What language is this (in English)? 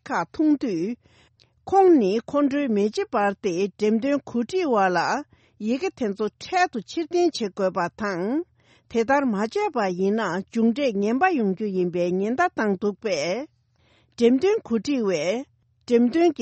Tibetan